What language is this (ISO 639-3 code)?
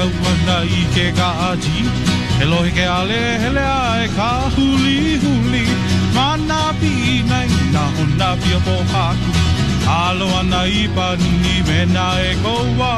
haw